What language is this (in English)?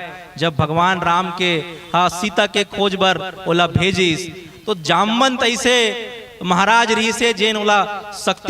Chhattisgarhi